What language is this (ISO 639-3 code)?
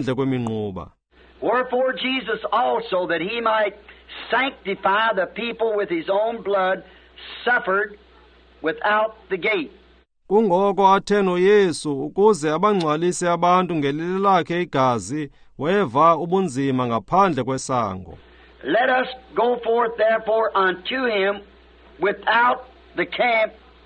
xho